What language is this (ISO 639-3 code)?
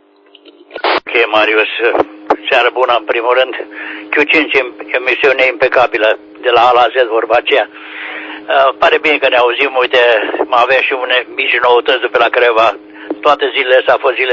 ron